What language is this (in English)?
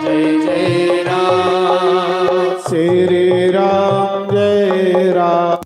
Dogri